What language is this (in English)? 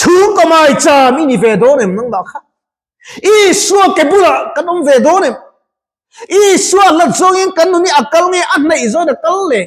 Mizo